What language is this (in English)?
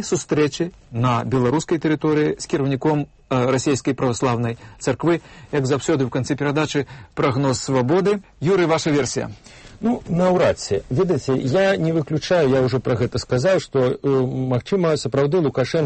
Belarusian